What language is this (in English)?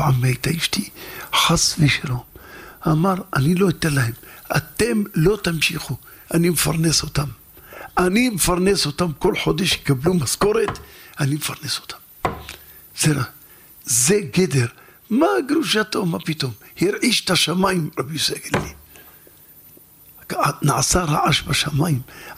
Hebrew